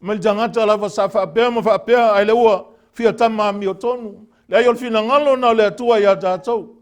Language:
Samoan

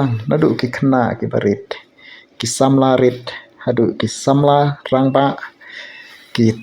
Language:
Khasi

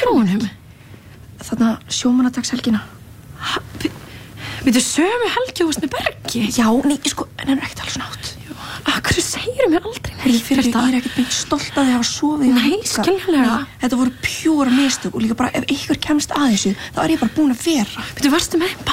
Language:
Icelandic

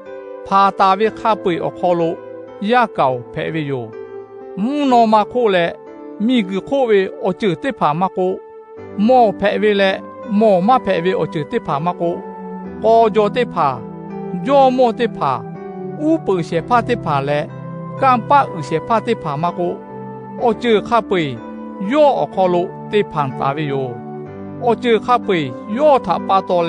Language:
Lahu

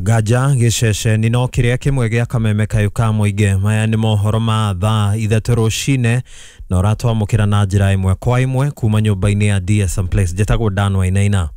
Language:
Kikuyu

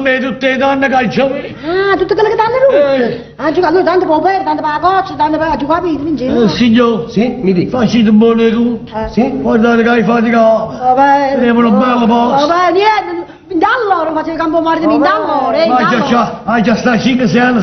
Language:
Neapolitan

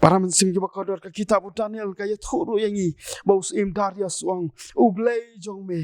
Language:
Khasi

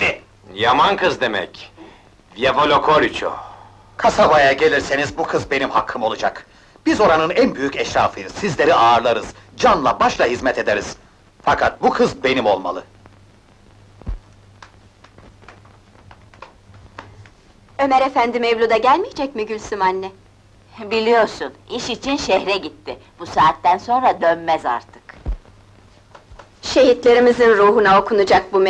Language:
Turkish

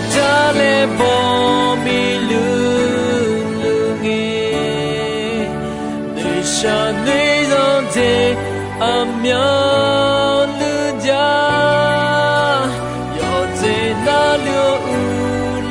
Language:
Akha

